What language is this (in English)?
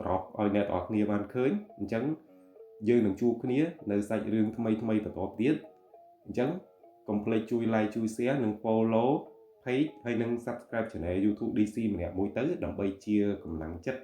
Khmer